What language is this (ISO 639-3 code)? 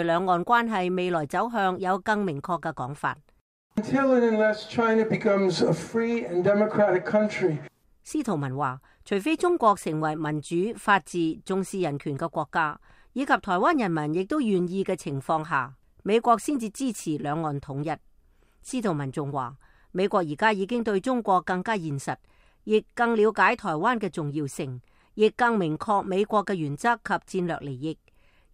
yue